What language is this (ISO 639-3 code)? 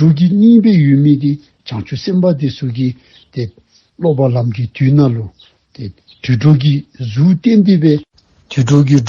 dzo